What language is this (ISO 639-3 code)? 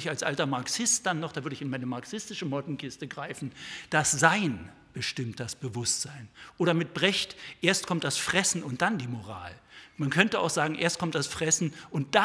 deu